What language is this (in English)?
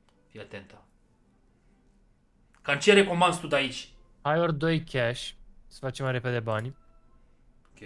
Romanian